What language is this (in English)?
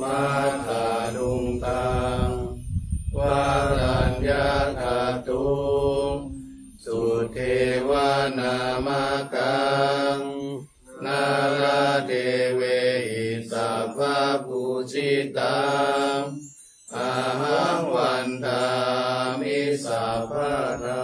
Pali